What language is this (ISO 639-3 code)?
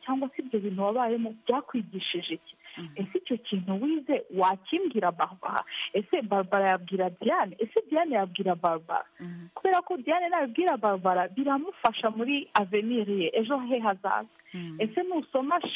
kin